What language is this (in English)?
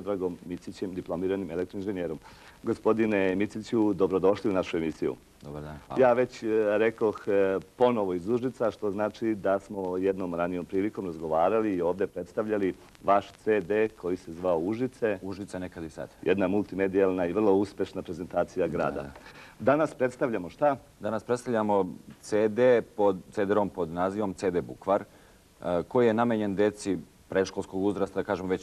Serbian